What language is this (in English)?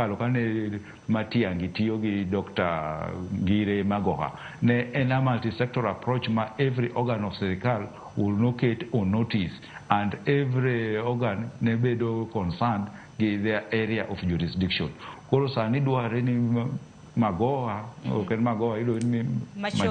Luo (Kenya and Tanzania)